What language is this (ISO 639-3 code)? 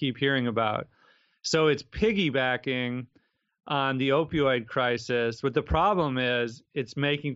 eng